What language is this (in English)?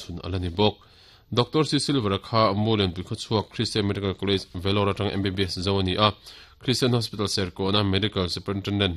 Mizo